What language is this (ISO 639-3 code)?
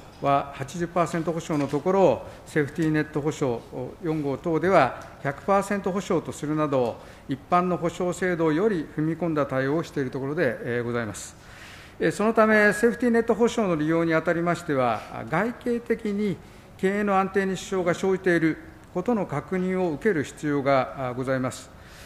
jpn